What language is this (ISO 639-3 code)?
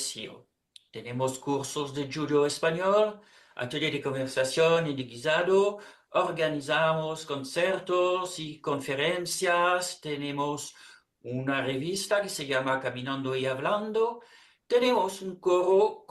lad